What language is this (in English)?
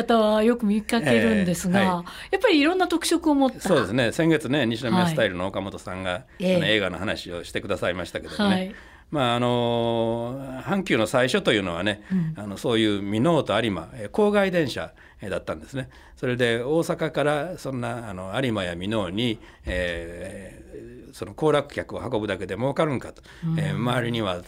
Japanese